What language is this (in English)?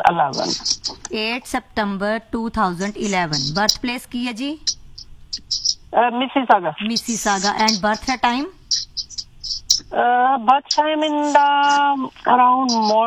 Punjabi